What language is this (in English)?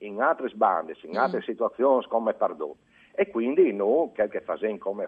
Friulian